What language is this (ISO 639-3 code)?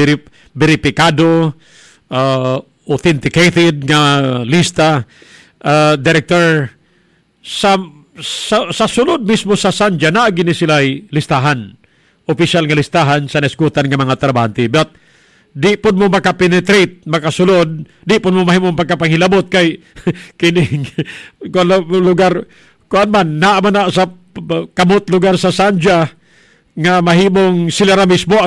ceb